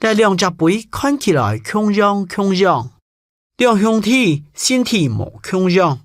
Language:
Hakka Chinese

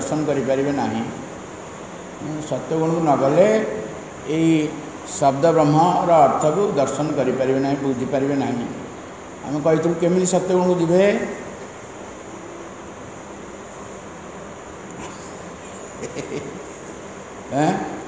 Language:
Odia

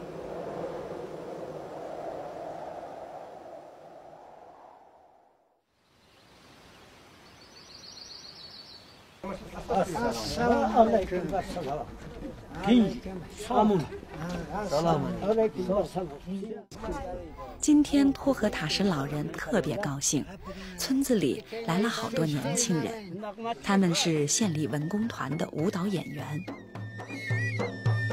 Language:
Chinese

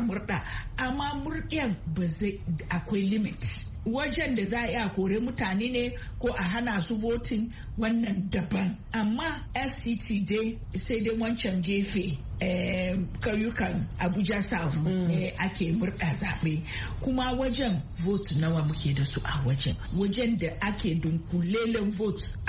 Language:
Hausa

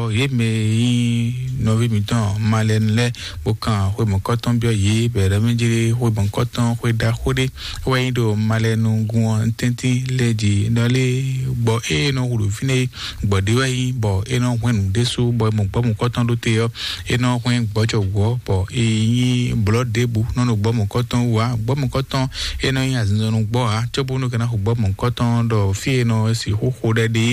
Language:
Fon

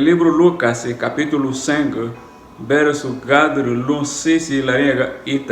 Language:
Garifuna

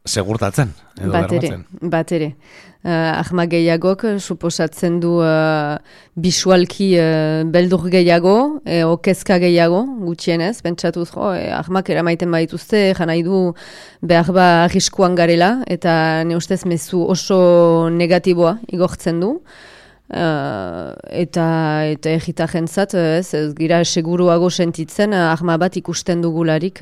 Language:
Basque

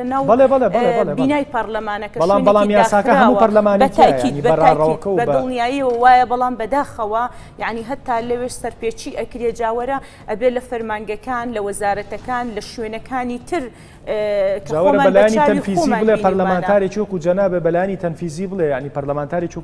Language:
Central Kurdish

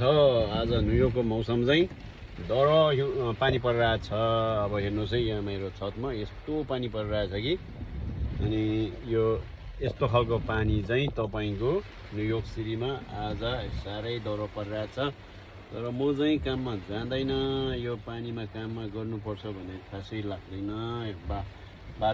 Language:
Nepali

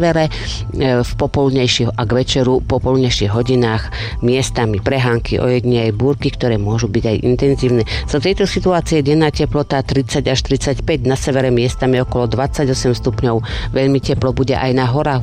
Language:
Slovak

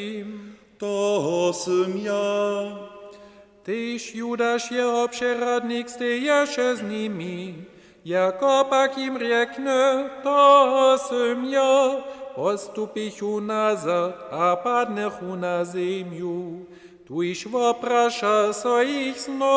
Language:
Upper Sorbian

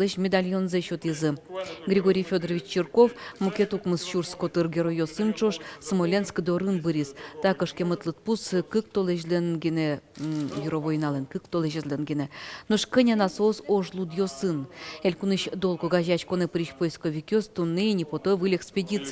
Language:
Udmurt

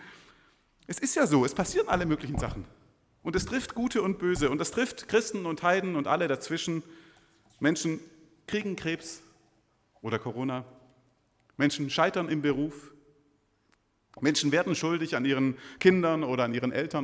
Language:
German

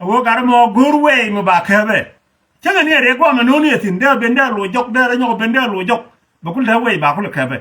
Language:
Nuer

